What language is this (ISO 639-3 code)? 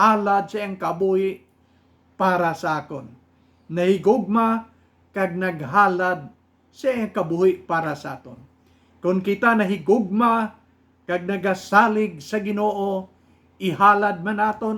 hil